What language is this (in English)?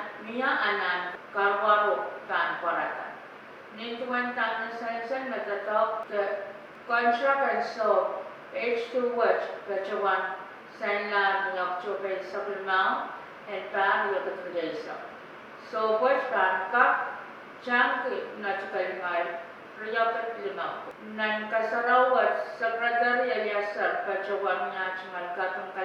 Pohnpeian